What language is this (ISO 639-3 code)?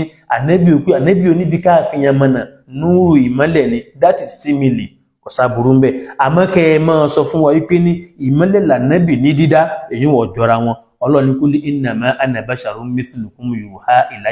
yor